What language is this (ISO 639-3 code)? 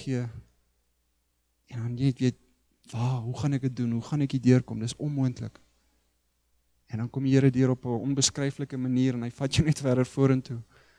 afr